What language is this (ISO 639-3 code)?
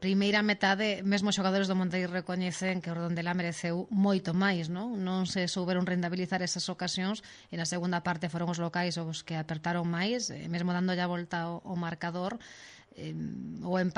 glg